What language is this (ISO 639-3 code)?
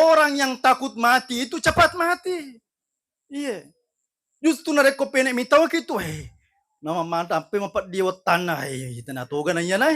bug